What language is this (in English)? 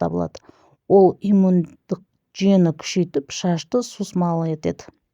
Kazakh